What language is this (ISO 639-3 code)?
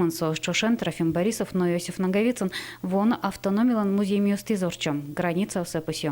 udm